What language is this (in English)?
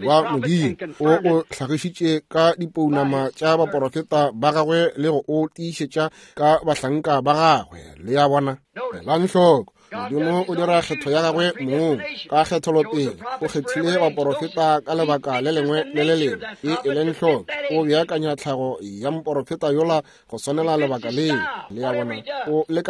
Northern Sotho